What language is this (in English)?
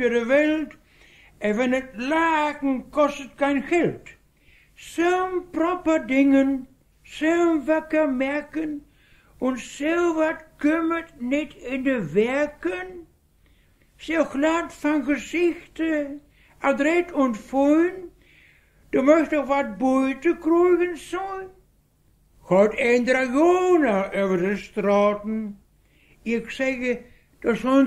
Westphalien